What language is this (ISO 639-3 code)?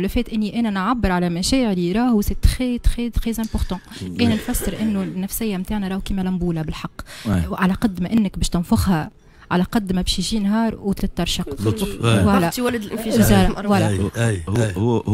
aeb